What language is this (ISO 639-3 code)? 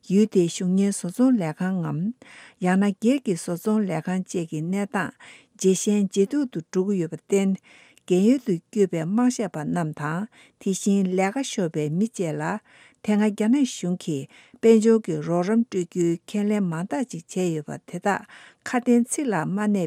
bod